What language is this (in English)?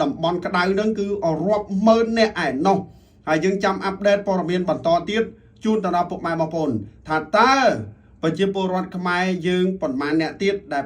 Khmer